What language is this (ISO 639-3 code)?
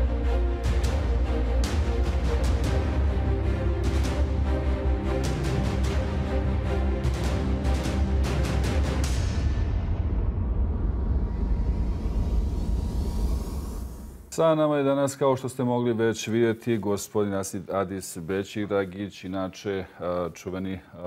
bos